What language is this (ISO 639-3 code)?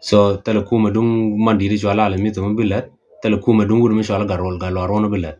nus